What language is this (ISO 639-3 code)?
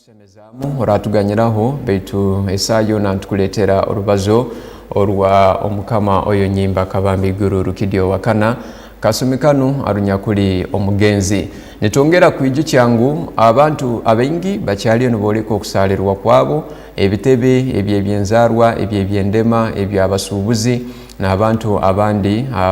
ttj